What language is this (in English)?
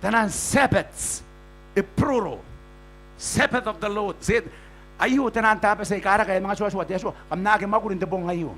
Gilbertese